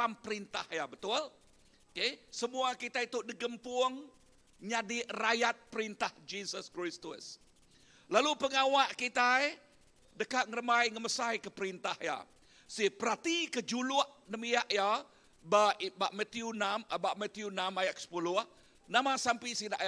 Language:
Iban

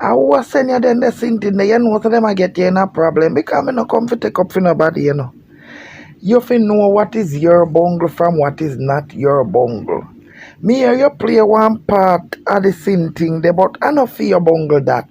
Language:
Jamaican Creole English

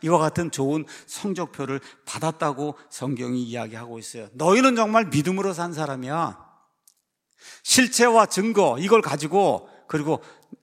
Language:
Korean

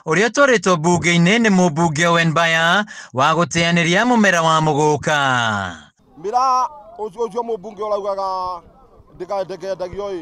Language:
Kikuyu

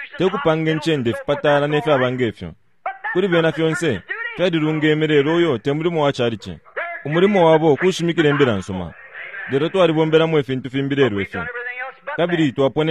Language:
Bemba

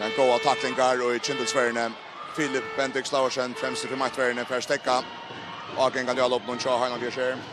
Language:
Faroese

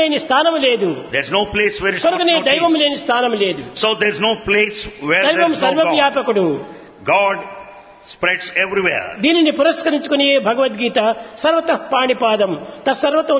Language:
Telugu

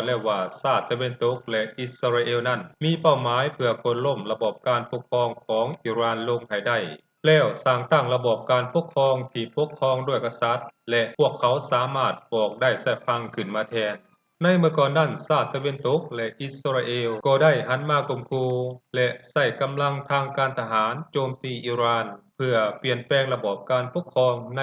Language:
Lao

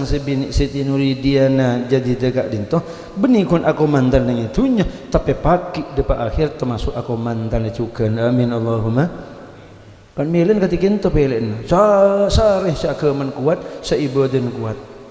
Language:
Madurese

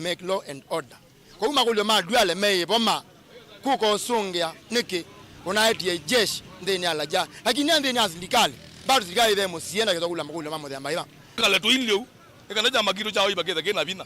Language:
Kamba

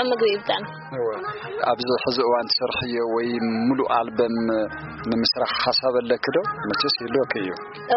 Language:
Tigrinya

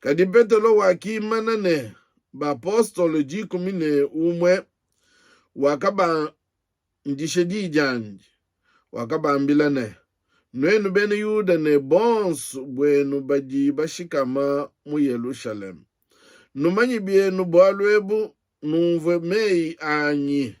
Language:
Luba-Lulua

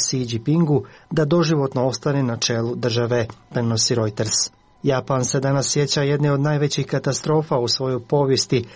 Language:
Croatian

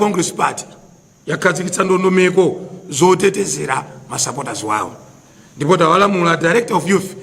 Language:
Nyanja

